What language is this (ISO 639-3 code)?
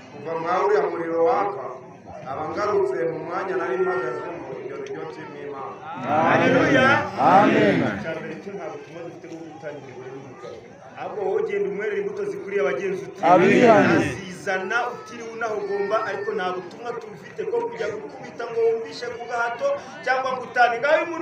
kin